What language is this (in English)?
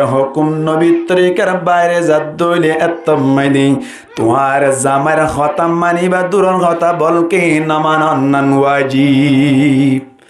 Rohingya